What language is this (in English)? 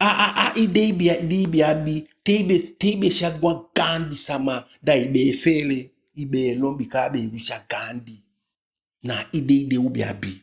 Eastern Maroon Creole